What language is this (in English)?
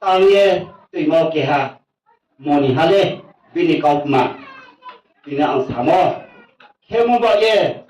Riang (India)